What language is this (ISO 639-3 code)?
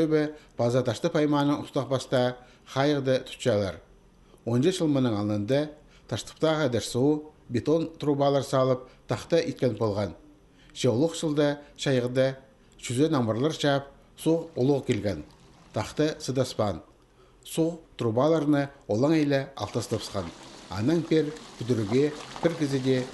kjh